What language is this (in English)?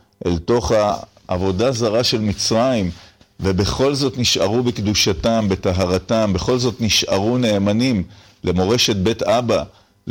Hebrew